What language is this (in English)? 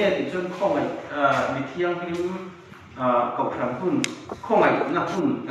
Mizo